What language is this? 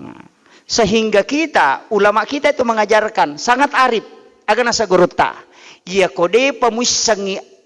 Buginese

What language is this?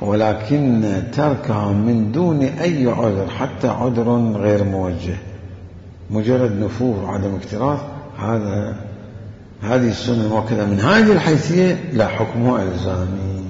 Mesopotamian Arabic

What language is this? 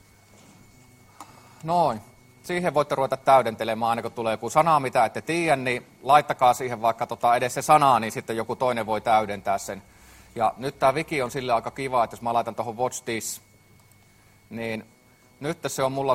Finnish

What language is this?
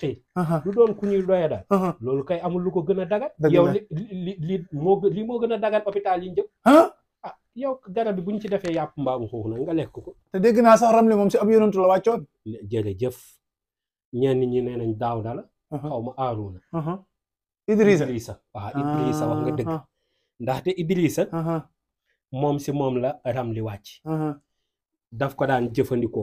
Wolof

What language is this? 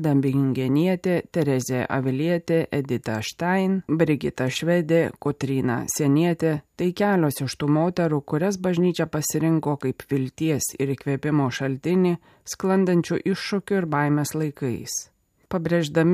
Lithuanian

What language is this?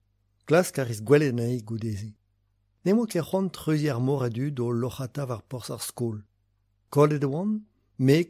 Breton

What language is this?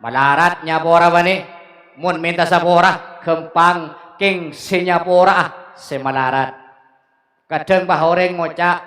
Madurese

